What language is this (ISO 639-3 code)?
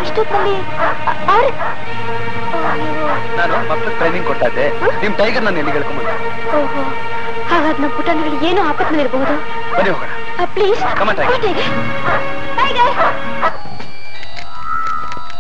kan